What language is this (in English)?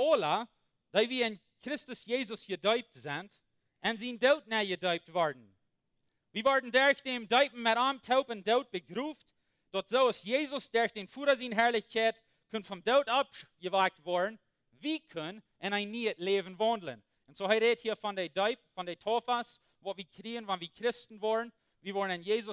Plautdietsch